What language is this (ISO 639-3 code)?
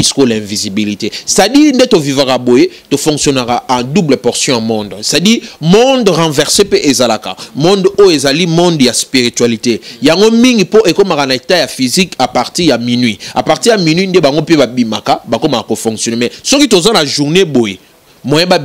lin